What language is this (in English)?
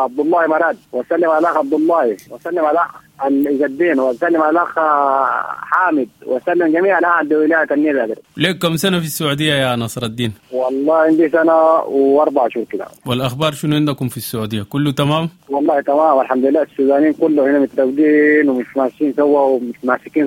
Sudanese Arabic